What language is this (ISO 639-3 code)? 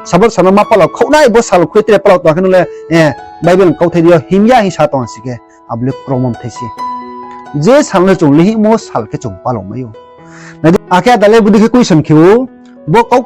ria